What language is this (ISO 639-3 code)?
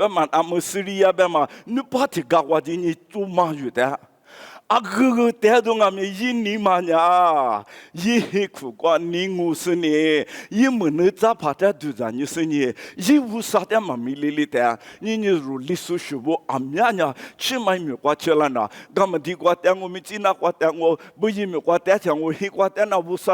lis